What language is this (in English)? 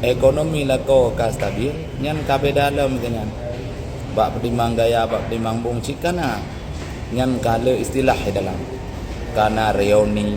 Achinese